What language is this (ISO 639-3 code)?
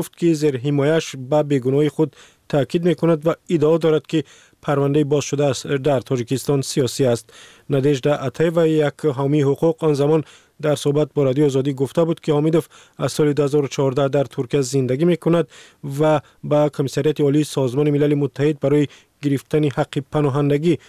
fas